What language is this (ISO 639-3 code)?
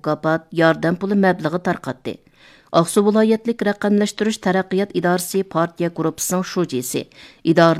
uig